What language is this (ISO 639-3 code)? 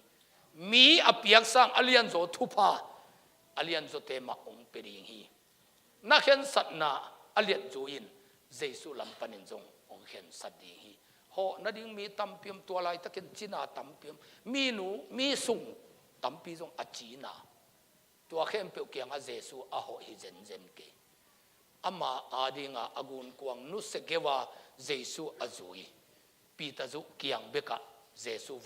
ctd